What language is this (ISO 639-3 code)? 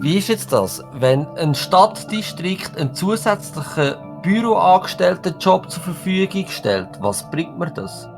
gsw